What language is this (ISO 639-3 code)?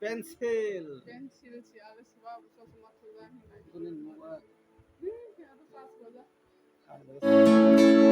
trp